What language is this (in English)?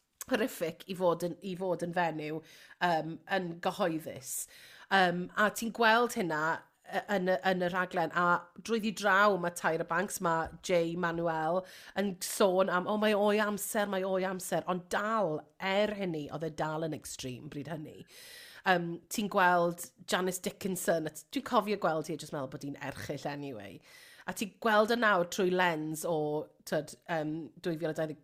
Welsh